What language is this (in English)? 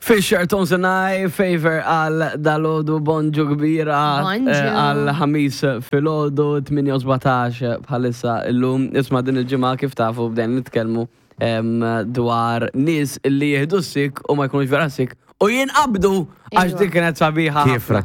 Maltese